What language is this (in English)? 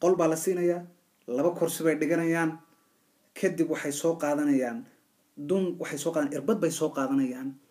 Somali